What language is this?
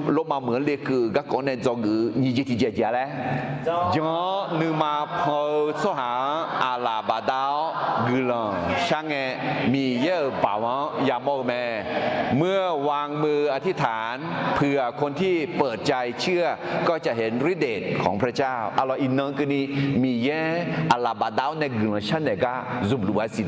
Akha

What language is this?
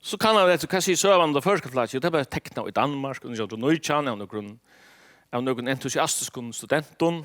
Faroese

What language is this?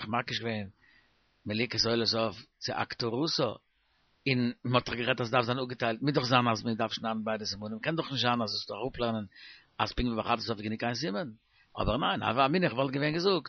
Yiddish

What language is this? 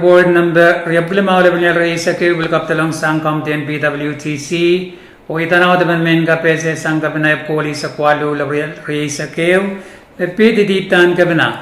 Pohnpeian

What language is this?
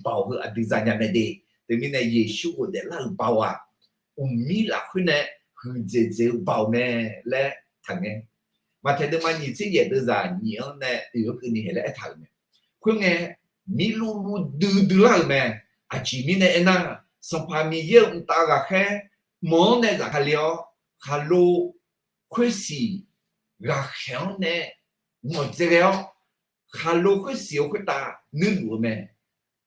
Akha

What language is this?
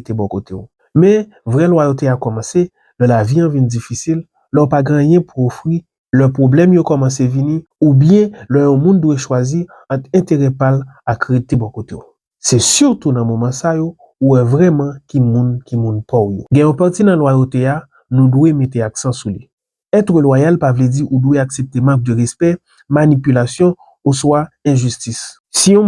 Haitian Creole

